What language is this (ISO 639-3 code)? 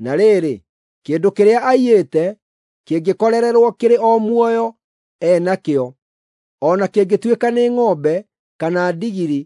kik